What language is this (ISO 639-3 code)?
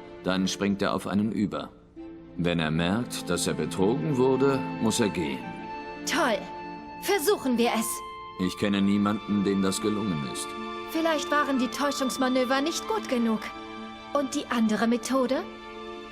gsw